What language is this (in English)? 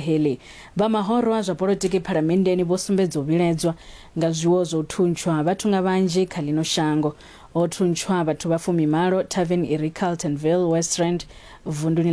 Venda